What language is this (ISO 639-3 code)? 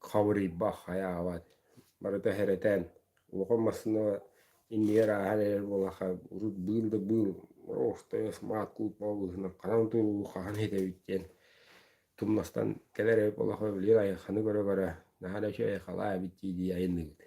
sah